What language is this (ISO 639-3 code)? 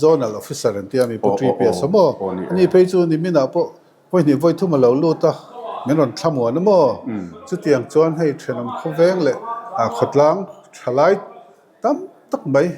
lus